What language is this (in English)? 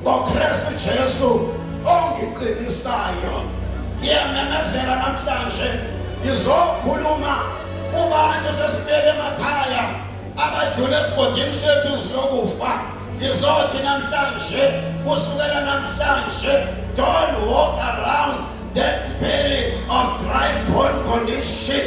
Zulu